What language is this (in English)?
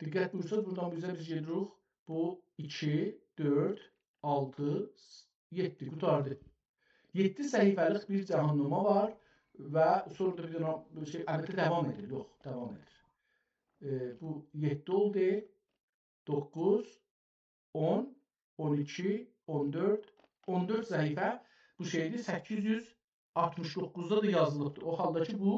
South Azerbaijani